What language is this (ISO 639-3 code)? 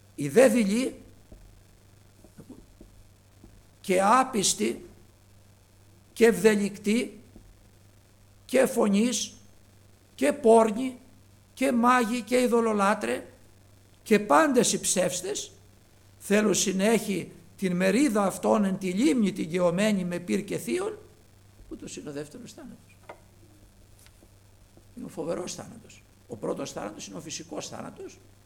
ell